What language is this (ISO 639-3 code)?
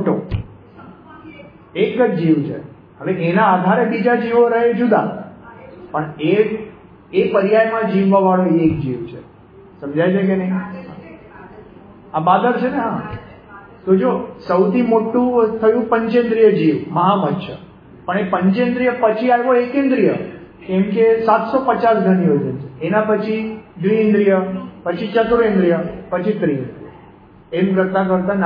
guj